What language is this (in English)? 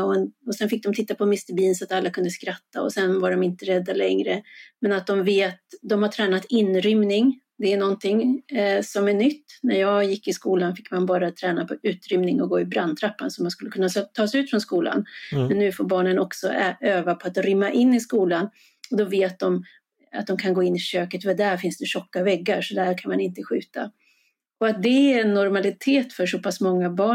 Swedish